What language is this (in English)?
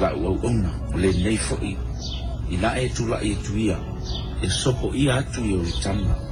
Samoan